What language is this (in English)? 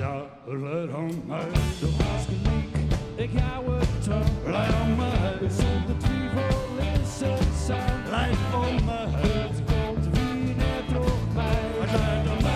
Western Frisian